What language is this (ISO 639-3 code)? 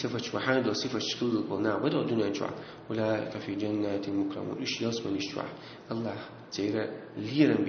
che